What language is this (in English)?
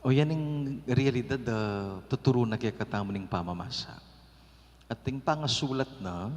Pampanga